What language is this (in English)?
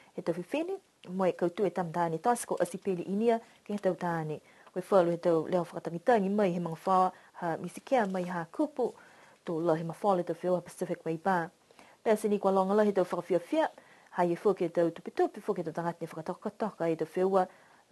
Niuean